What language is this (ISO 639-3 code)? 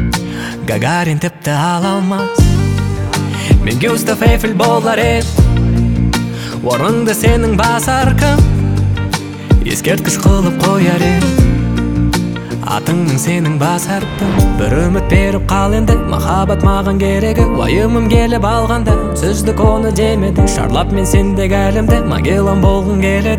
kaz